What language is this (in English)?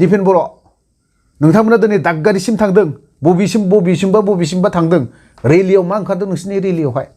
Bodo